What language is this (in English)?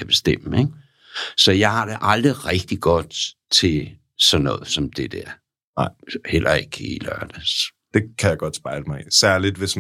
Danish